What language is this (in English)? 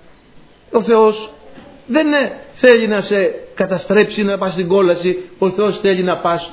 Greek